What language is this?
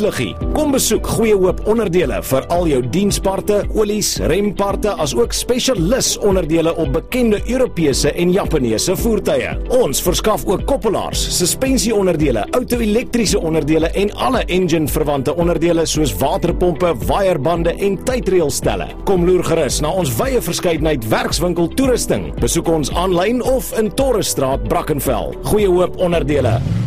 Afrikaans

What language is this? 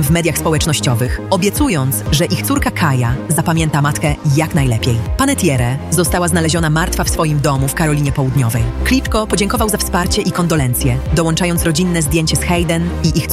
Polish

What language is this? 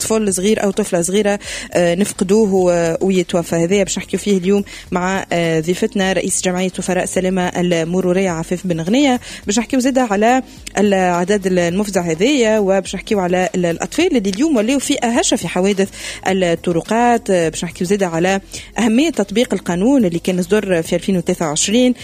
Tunisian Arabic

